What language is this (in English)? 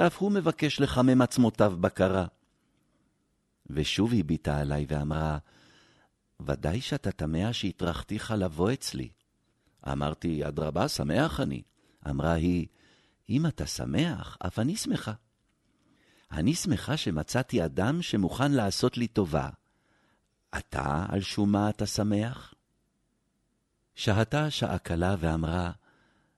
Hebrew